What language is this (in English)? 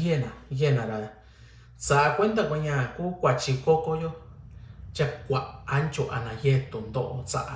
Mixtepec Mixtec